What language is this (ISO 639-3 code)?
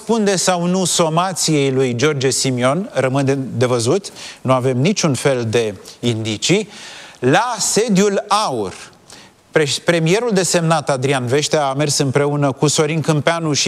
ron